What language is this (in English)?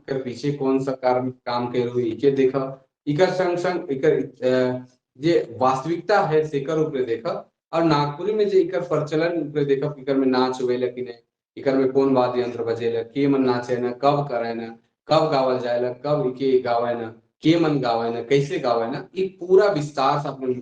Sadri